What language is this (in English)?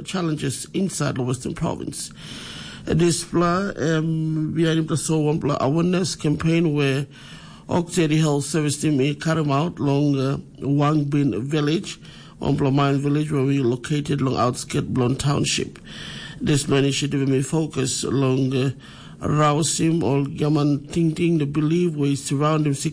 Tok Pisin